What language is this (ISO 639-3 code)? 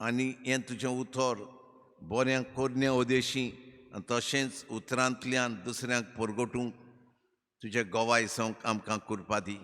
kok